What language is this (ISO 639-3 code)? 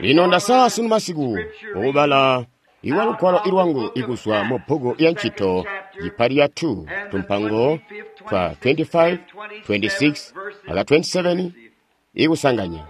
toi